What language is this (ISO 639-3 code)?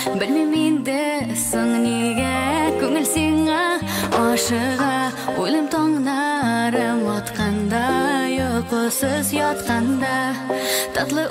tat